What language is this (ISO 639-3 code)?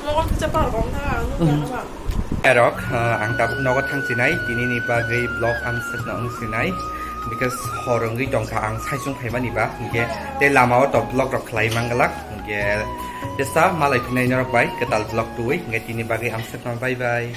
trp